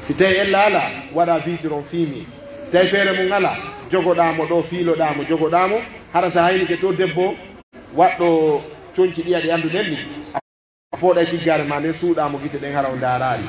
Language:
Pular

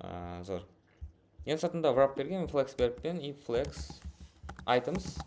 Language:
Kara-Kalpak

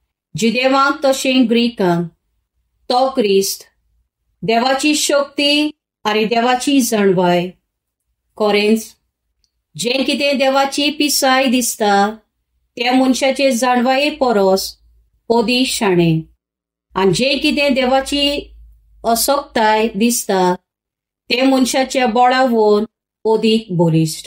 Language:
Konkani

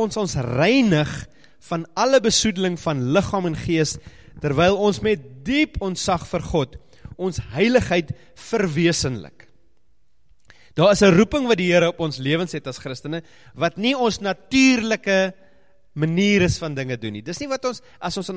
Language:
Afrikaans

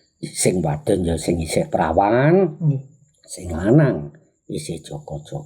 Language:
Javanese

